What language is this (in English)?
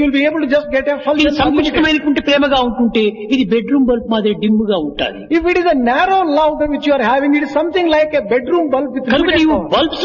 Telugu